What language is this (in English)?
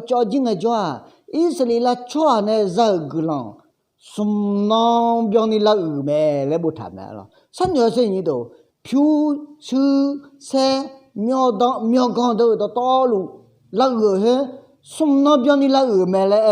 Akha